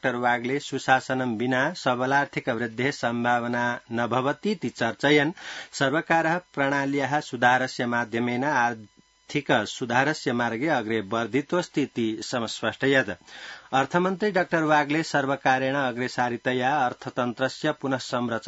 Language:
Sanskrit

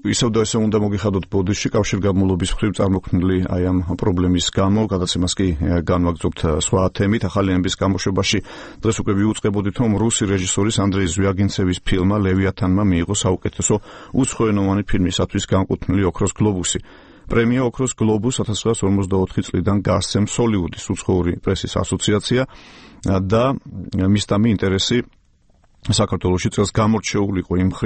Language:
Georgian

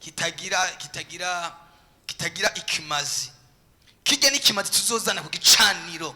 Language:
Rundi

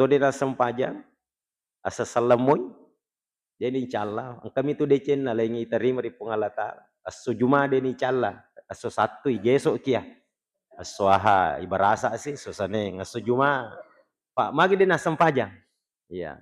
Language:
Buginese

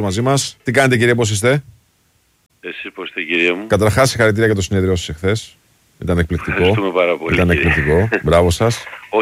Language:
Greek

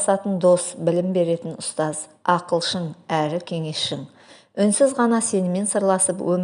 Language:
Kazakh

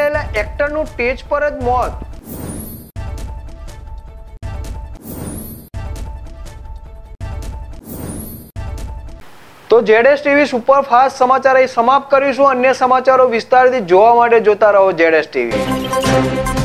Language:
Gujarati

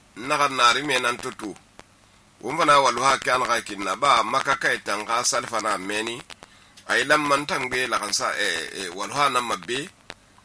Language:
Susu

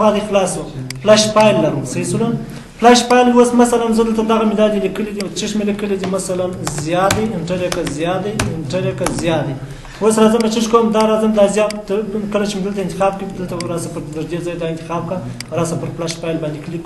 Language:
Pashto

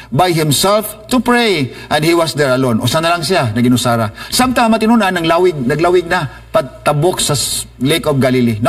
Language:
Cebuano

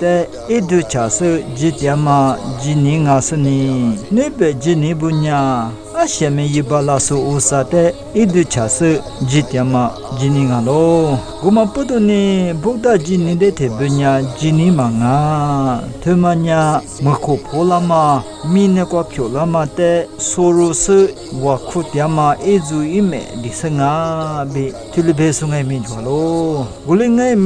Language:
Lisu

